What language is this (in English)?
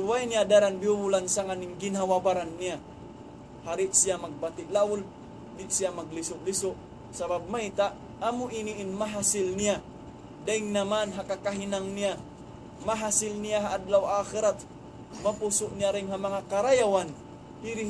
Tausug